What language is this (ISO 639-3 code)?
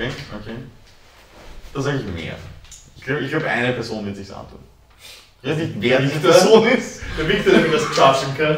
deu